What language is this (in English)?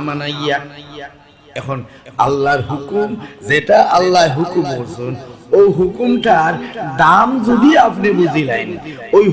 Sylheti